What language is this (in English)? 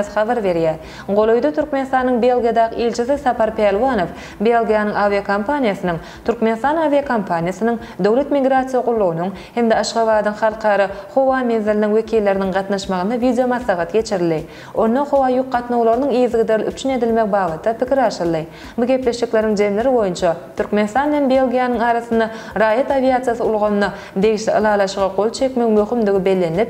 Turkmen